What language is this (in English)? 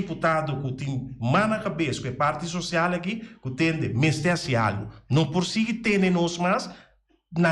Papiamento